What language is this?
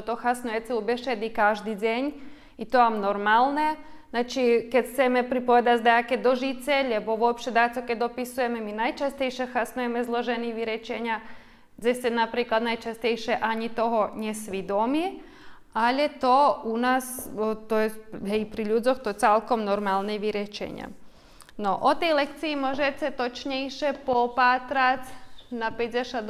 Rusyn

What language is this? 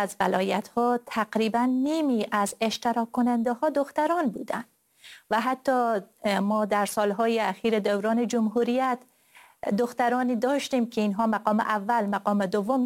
Persian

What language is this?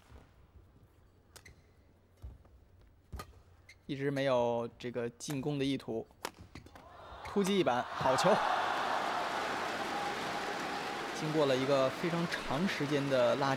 Chinese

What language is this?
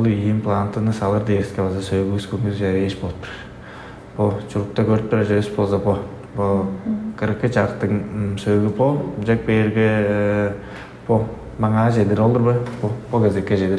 Tuvinian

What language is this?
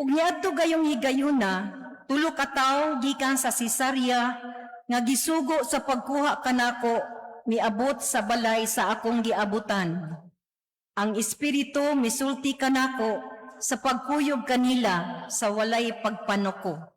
Cebuano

